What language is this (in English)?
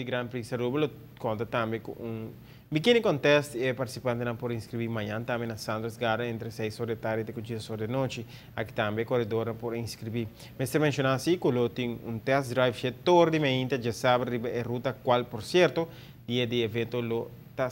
Papiamento